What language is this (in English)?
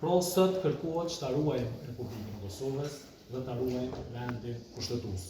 Albanian